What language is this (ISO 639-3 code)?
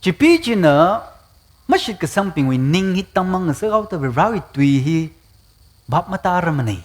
nmf